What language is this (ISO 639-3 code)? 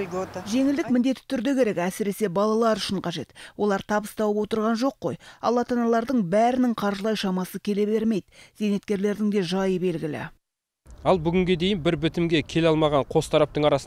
kaz